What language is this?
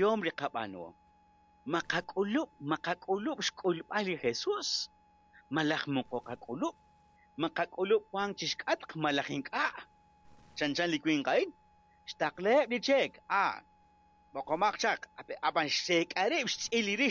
Kekchí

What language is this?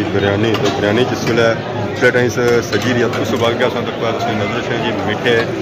Pahari-Potwari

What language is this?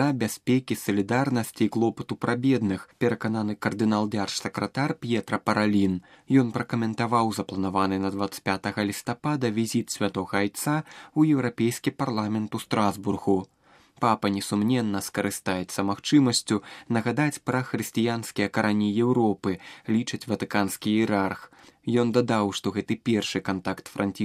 Belarusian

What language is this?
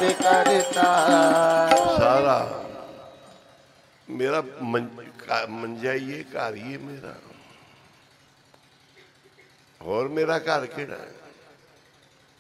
Punjabi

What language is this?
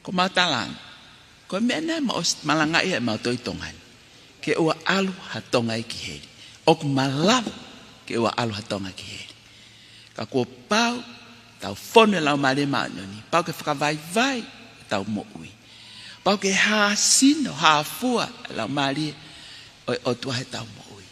Tongan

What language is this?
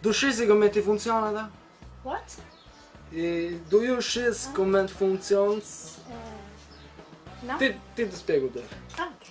Sardinian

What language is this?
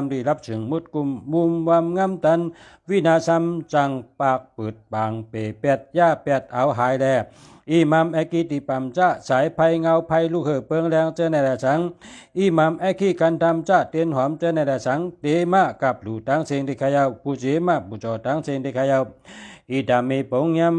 Shan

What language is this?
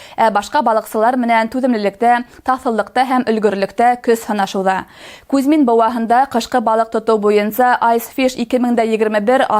Bashkir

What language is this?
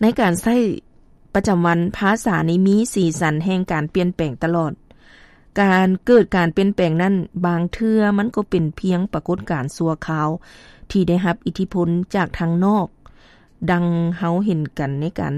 Lao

